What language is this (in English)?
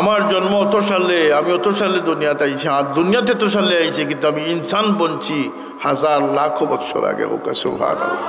Sylheti